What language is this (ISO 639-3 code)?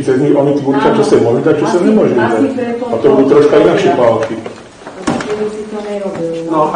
slk